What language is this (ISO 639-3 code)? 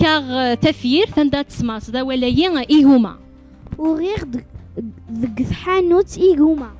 kab